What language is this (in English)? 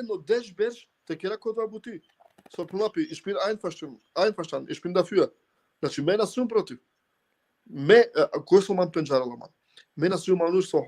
Balkan Romani